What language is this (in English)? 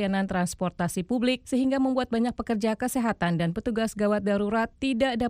Indonesian